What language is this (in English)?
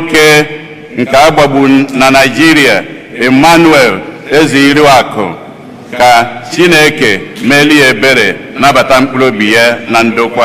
Igbo